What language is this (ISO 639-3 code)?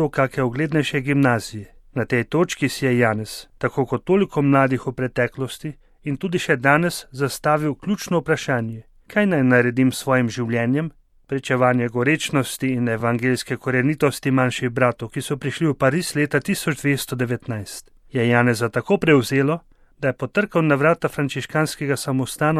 slv